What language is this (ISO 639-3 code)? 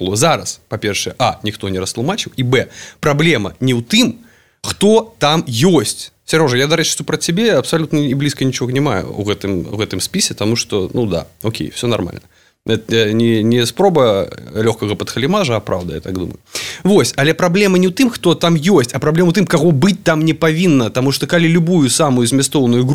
bel